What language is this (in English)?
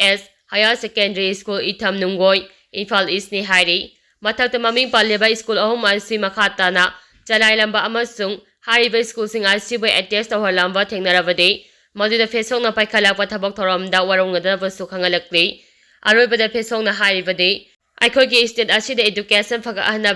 Manipuri